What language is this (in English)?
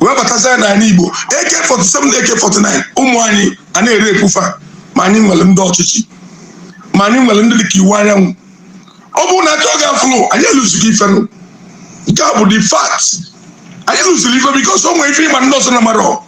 Igbo